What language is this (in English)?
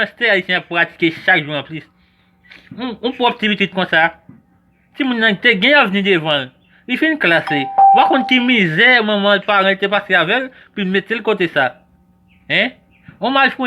Haitian Creole